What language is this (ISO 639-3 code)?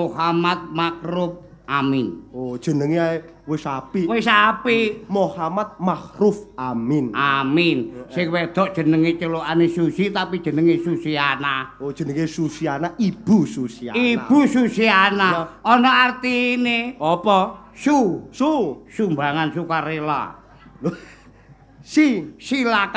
jav